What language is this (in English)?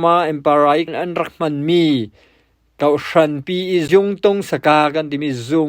Falam Chin